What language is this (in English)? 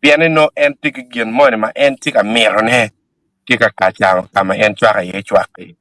Acoli